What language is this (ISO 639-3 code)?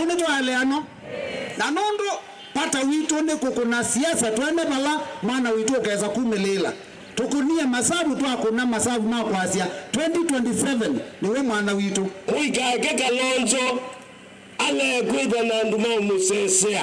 kam